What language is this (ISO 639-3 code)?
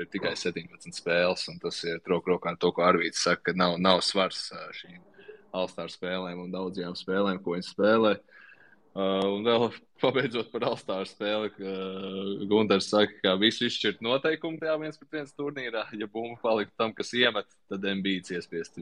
lav